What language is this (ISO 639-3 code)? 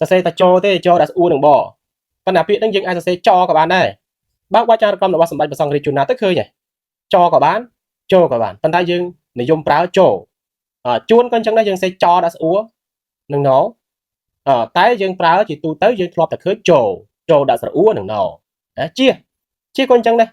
khm